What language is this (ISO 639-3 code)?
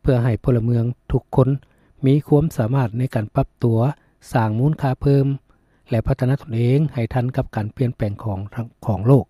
lao